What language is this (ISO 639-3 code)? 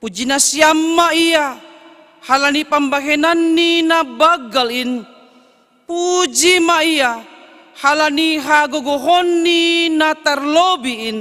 bts